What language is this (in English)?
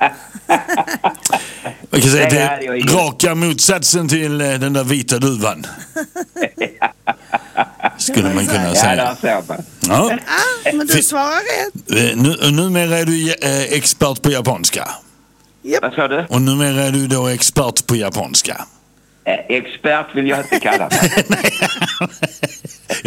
Swedish